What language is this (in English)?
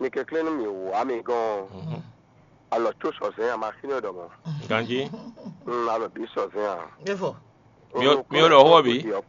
Fon